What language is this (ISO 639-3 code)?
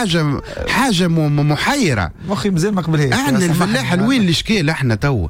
aeb